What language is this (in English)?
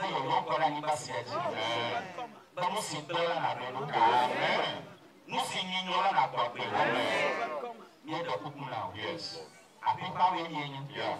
Ewe